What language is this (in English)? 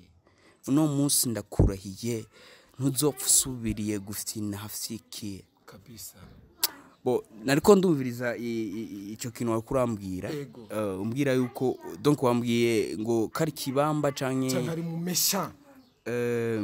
Rundi